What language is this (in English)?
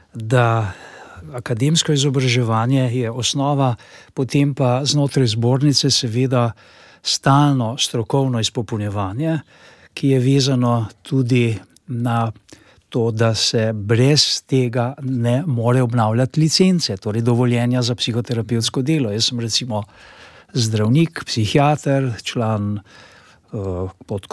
Slovenian